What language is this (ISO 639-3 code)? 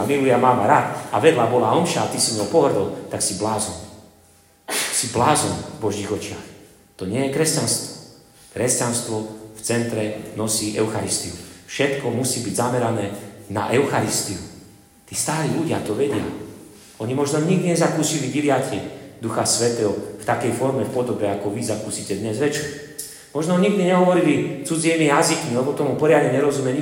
slk